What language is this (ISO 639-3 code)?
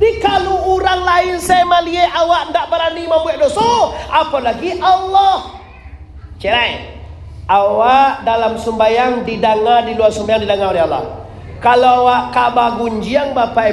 min